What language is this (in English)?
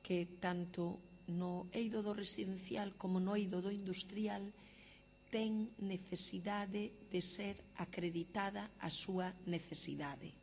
Galician